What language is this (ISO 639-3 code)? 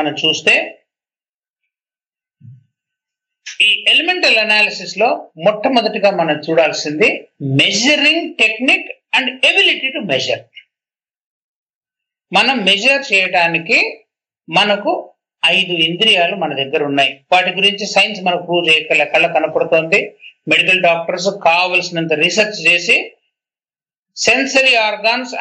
tel